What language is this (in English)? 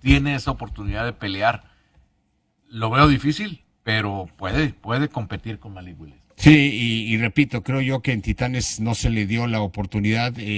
Spanish